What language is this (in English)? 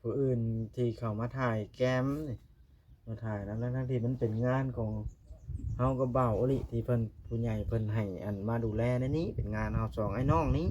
Lao